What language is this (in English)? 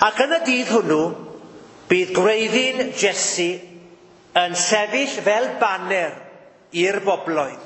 Welsh